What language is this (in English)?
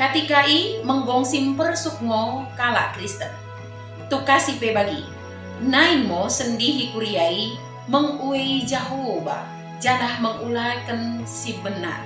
Batak Dairi